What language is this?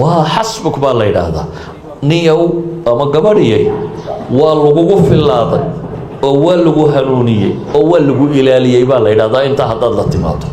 Somali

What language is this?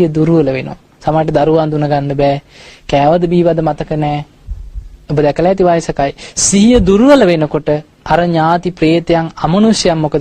Sinhala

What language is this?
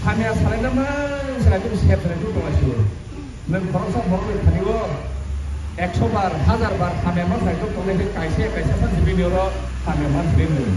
Kok Borok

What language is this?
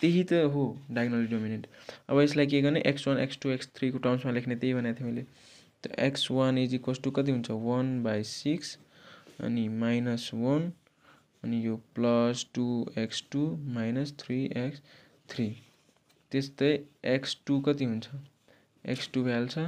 Nepali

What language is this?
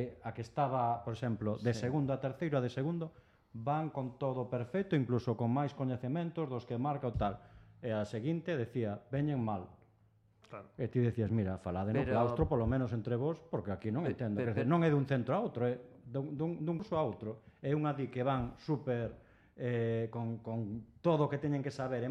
Galician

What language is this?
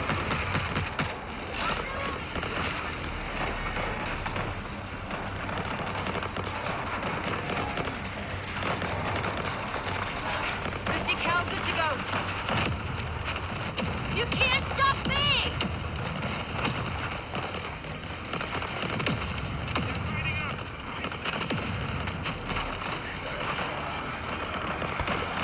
English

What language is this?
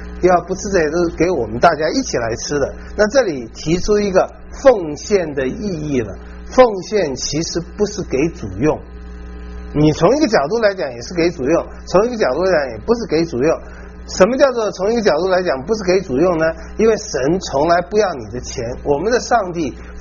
Chinese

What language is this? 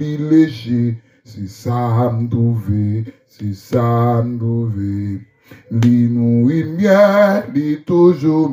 Haitian Creole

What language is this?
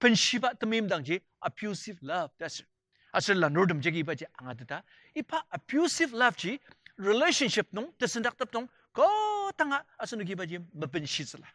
Ao Naga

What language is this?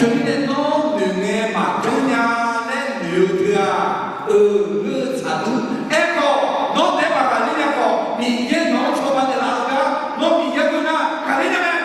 Akha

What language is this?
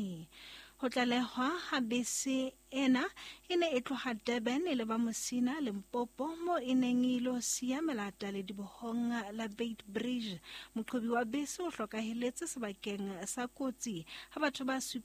Southern Sotho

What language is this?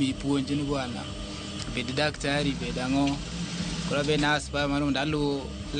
Luo (Kenya and Tanzania)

